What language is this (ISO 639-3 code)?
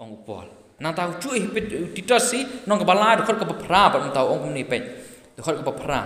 kha